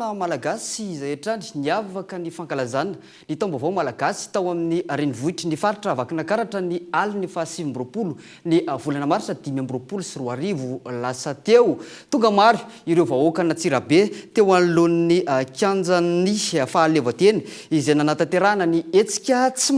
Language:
Malagasy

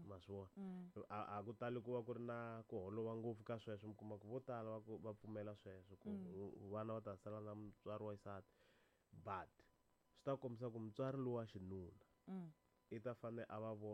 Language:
Tsonga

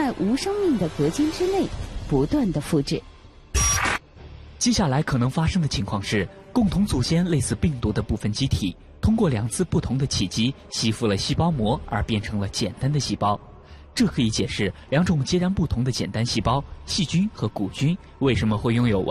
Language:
Chinese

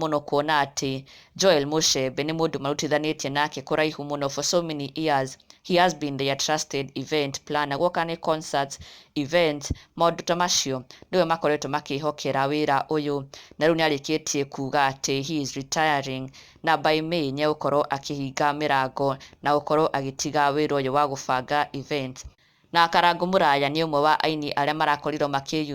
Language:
Kikuyu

